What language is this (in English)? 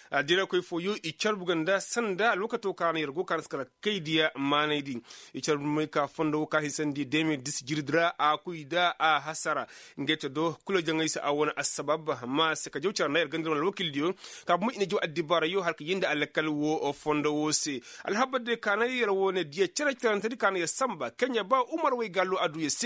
Koyraboro Senni